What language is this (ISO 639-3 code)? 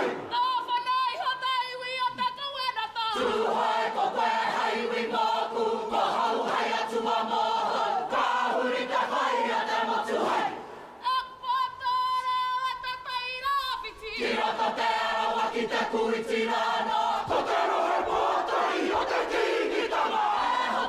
mri